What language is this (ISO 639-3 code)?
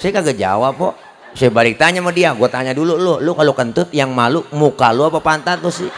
bew